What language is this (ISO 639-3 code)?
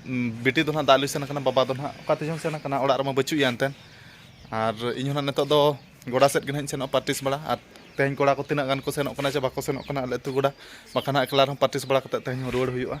sat